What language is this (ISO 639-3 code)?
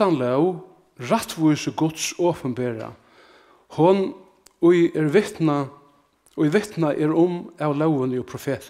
fao